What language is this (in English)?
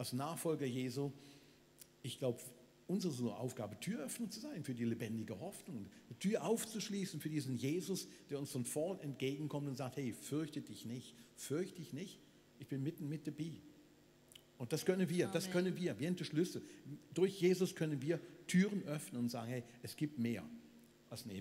Swiss German